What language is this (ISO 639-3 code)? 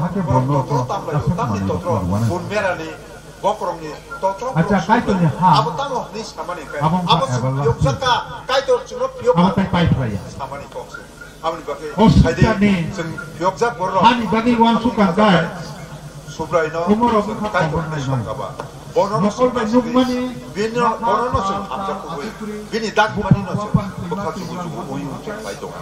trp